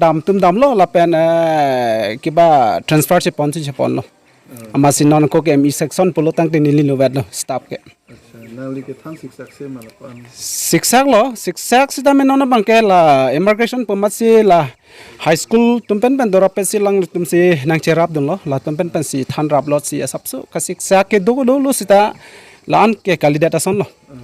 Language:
Karbi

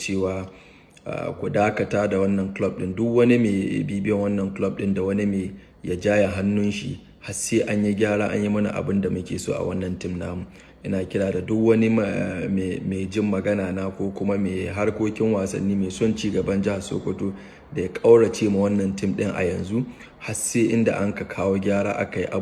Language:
Hausa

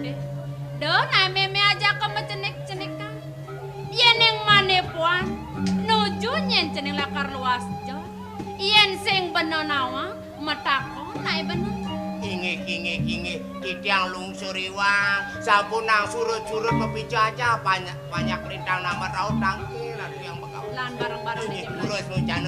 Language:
Balinese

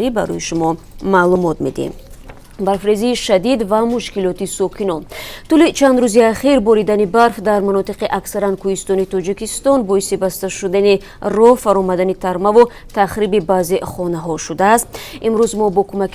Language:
Tajik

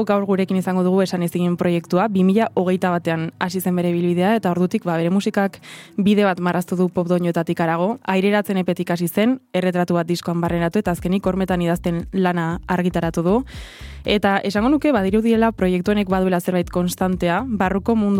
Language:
Basque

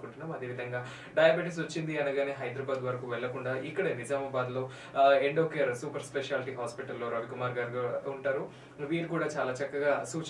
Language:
Telugu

